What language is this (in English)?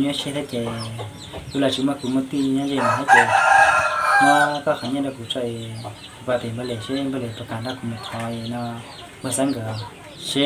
Hmong